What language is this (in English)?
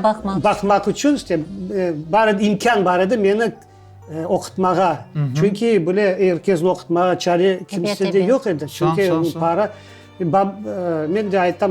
Crimean Tatar